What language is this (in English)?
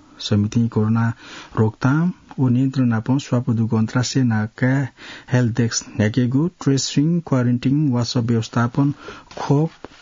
Newari